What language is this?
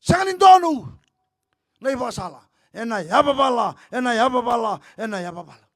Fijian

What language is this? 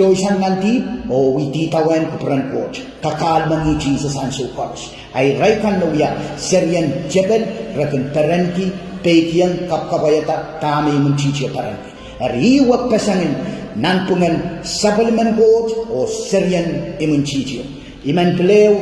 Pohnpeian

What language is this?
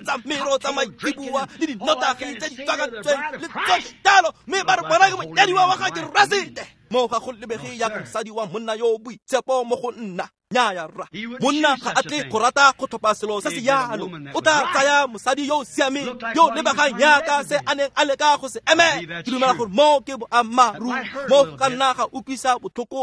Tswana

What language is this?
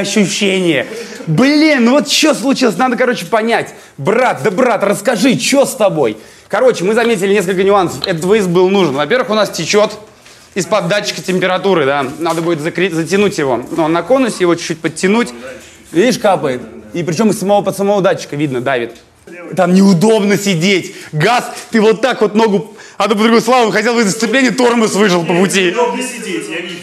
Russian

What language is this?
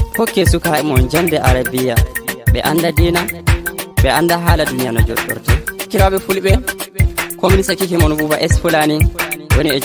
Nigerian Fulfulde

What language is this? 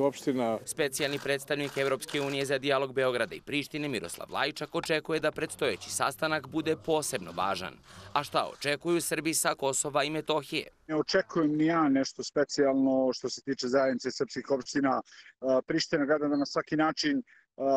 Serbian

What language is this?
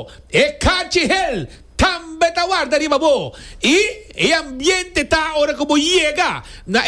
Papiamento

